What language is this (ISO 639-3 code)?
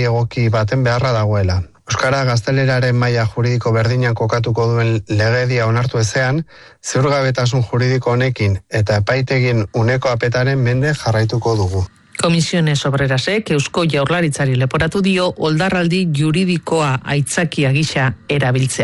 eus